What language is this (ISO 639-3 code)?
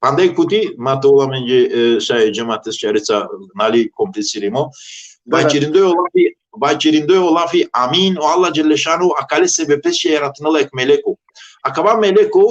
rmn